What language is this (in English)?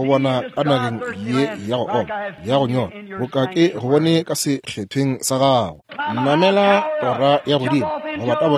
Northern Sotho